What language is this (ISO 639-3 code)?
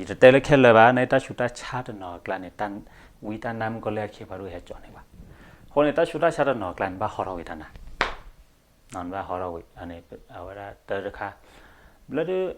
ksw